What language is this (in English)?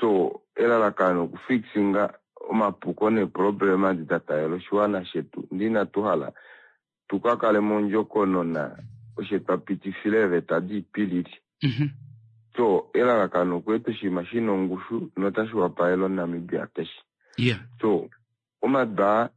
Kuanyama